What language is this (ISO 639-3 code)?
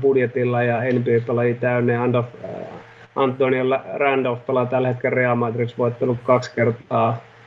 fin